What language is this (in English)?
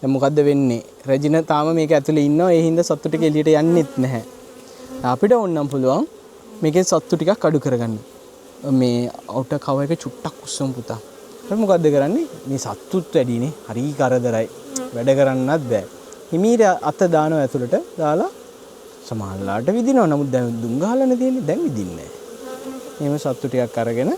Sinhala